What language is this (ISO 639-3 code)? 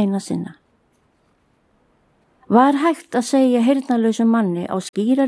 isl